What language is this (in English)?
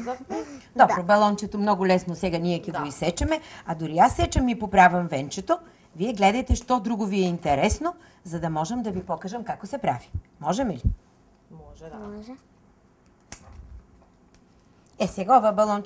Macedonian